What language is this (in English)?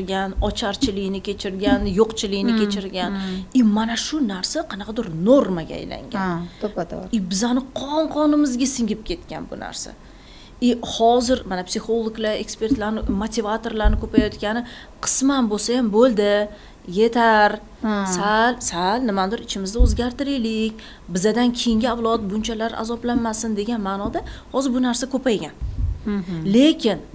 Uzbek